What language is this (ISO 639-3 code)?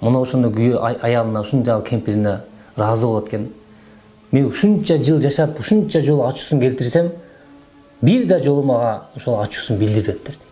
kir